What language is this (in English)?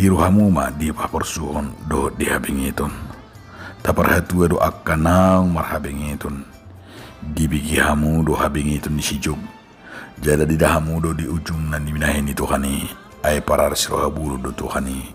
Batak Toba